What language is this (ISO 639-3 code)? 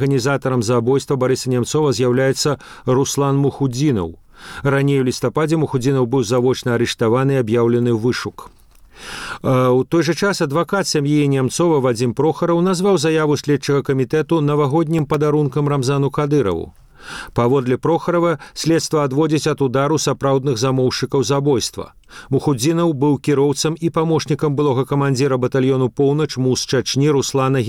bel